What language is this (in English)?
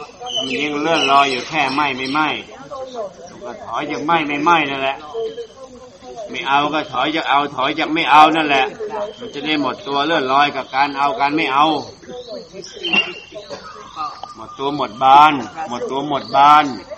Thai